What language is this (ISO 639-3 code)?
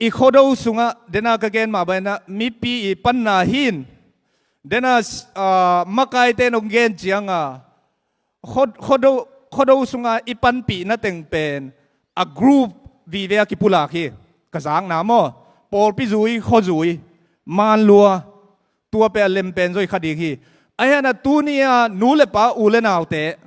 ctd